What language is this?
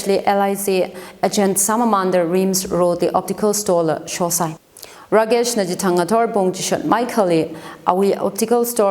Tangkhul Naga (India)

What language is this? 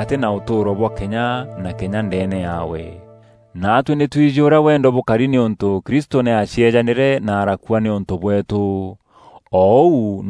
Meru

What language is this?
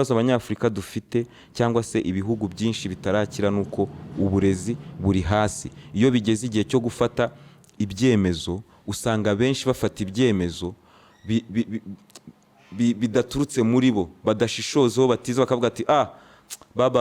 Kinyarwanda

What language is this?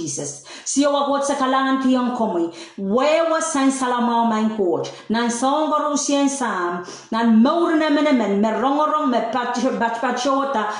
Pohnpeian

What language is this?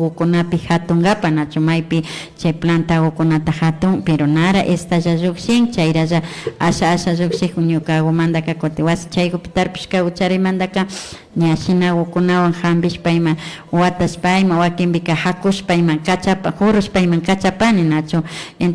Imbabura Highland Quichua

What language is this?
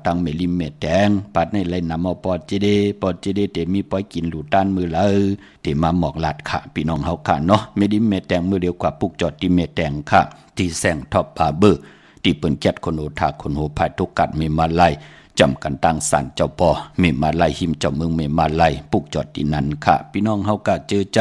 Shan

